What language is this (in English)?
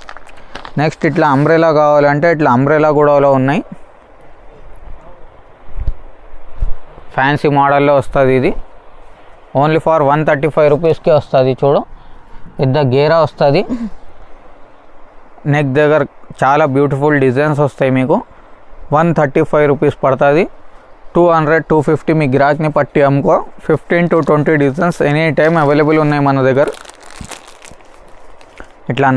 Telugu